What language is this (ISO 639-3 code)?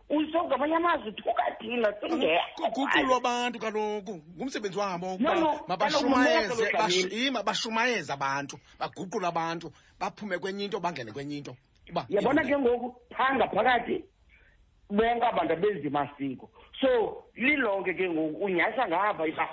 xho